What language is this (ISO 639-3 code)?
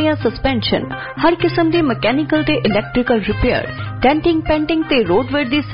pan